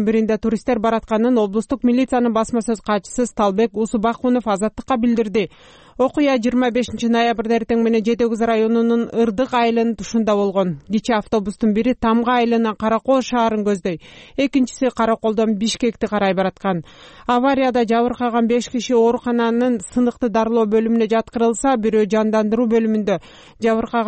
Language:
Kyrgyz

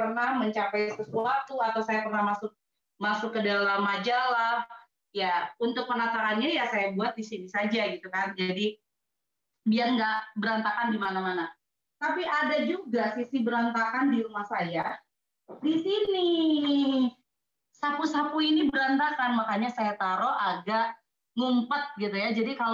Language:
Indonesian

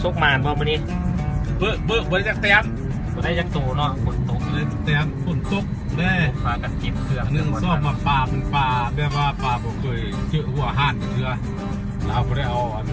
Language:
Lao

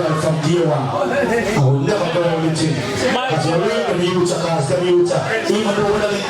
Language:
Jamaican Creole English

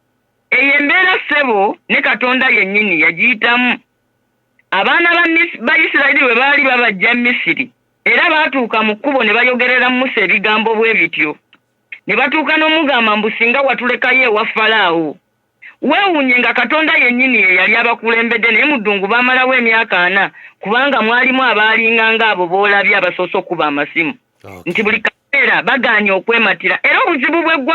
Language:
Ganda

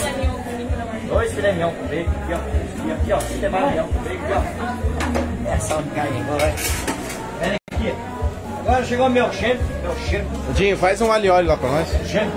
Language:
Portuguese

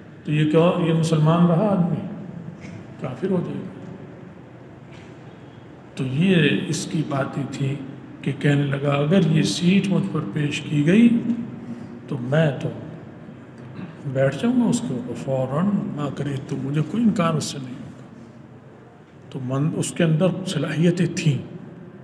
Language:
Urdu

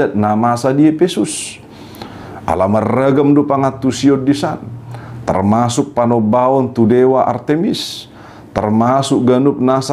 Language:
Batak Toba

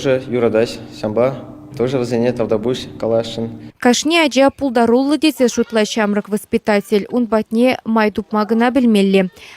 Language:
Chuvash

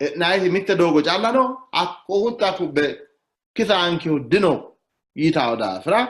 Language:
Sidamo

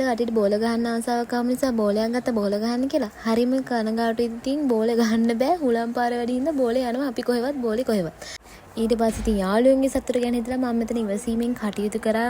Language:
Sinhala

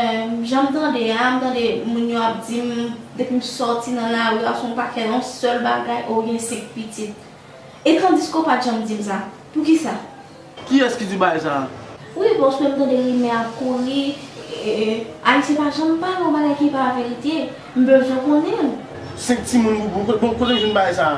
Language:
Haitian Creole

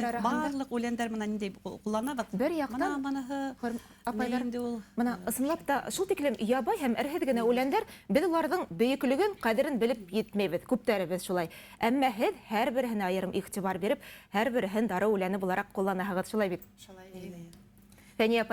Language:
Bashkir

